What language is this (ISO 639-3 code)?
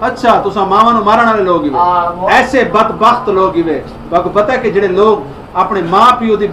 skr